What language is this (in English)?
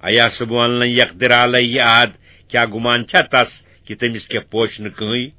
Kashmiri